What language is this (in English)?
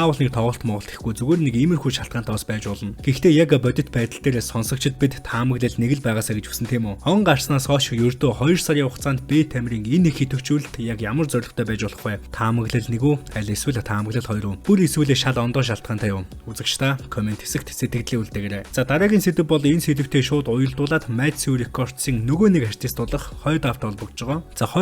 Mongolian